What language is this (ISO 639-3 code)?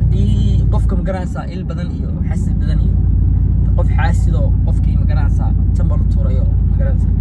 som